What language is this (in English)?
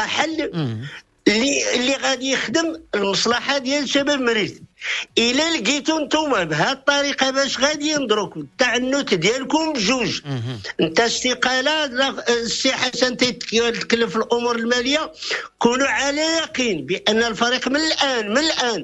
Moroccan Arabic